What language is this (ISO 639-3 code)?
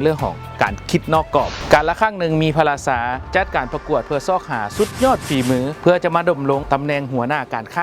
lao